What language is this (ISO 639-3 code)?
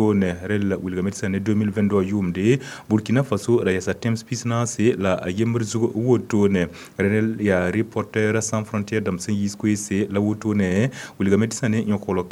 mos